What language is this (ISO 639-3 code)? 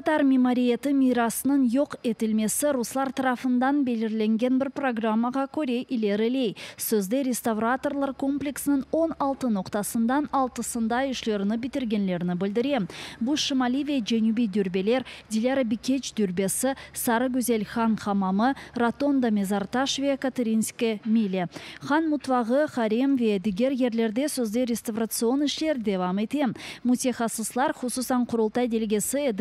crh